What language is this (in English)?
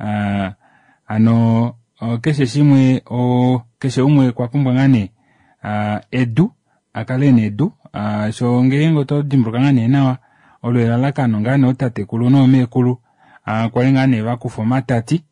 Kuanyama